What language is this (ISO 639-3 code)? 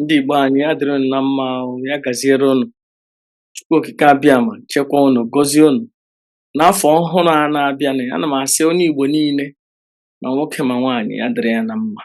ibo